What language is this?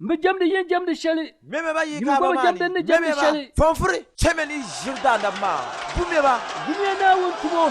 Dagbani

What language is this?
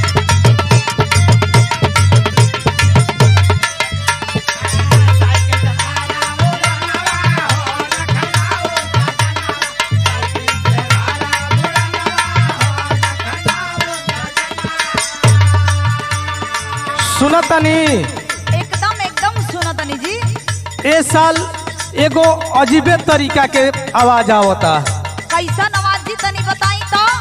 Bhojpuri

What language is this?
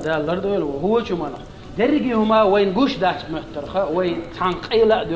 Chechen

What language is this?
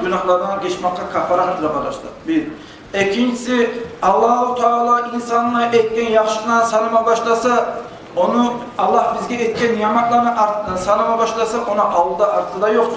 Kumyk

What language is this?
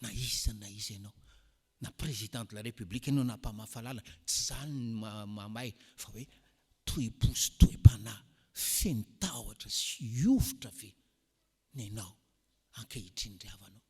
Malagasy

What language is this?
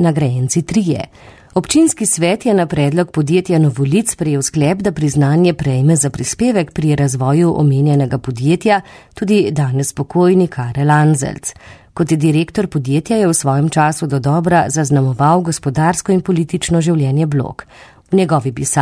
Slovenian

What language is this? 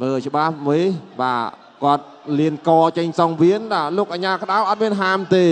Khmer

